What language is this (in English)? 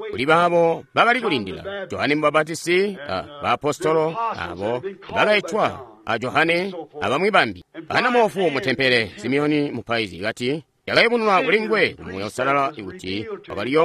Tonga (Zambia)